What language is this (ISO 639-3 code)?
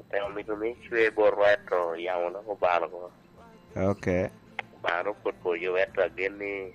laj